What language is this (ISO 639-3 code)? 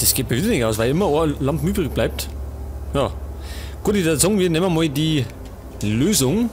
bar